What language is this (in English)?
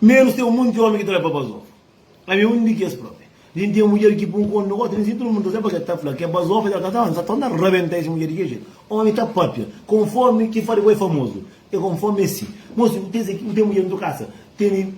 Kabuverdianu